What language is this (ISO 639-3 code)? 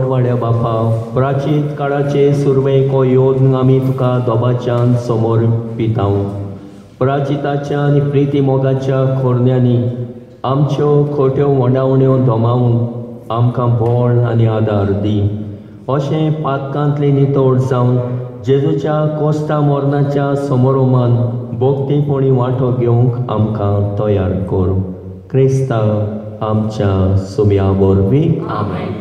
kok